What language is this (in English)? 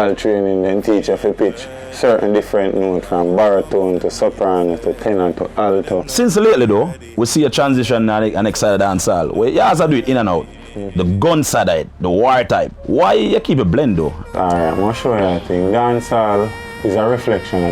Jamaican Creole English